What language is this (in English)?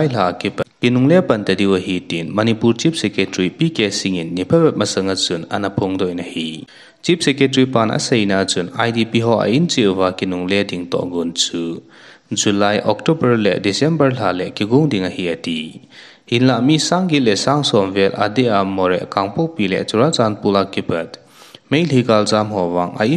Thado Chin